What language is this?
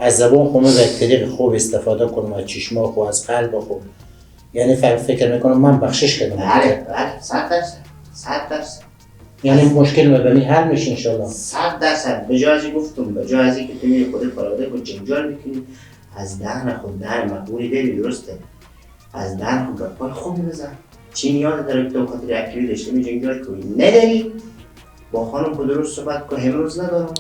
Persian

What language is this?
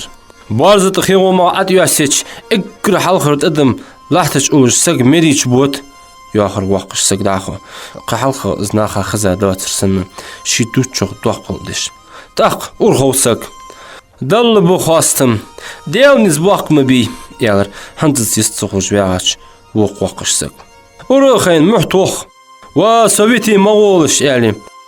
Ingush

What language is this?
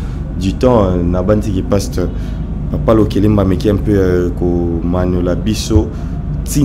Lingala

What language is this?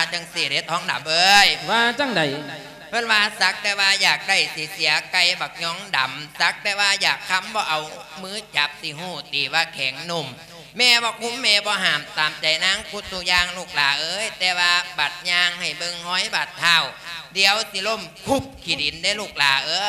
Lao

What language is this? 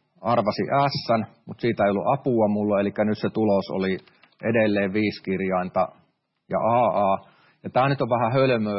Finnish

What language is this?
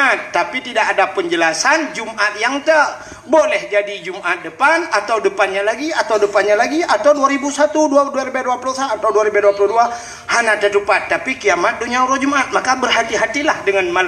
Achinese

